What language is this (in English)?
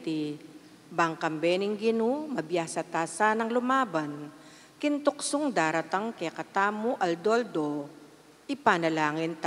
Pampanga